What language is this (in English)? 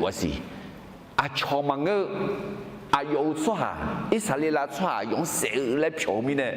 Akha